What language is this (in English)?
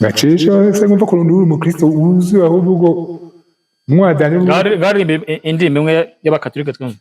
Kinyarwanda